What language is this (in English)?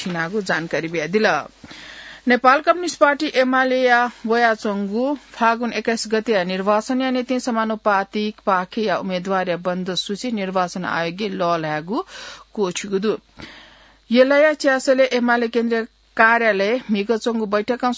Newari